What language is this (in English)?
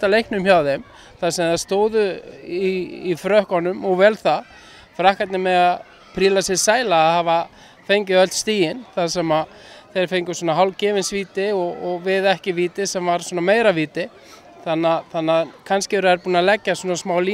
Icelandic